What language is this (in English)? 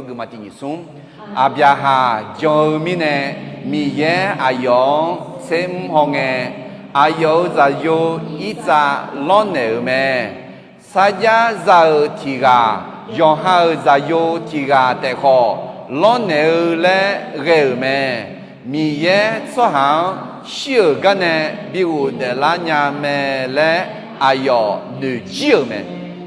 Akha